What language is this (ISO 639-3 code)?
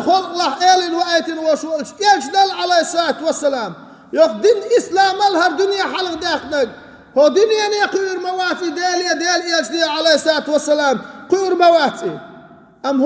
che